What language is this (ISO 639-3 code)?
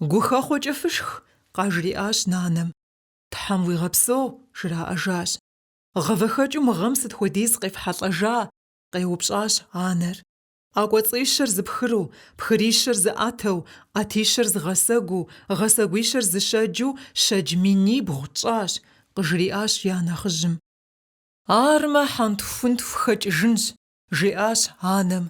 kbd